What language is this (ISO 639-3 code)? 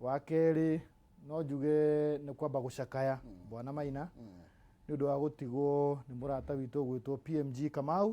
kik